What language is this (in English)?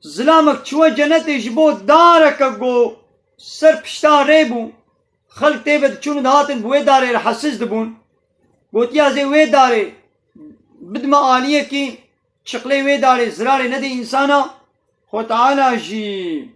Kurdish